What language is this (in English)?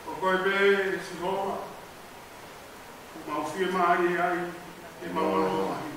Tongan